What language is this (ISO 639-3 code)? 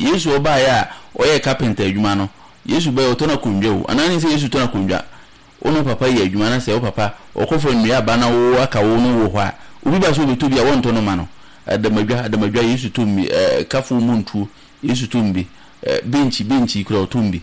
aka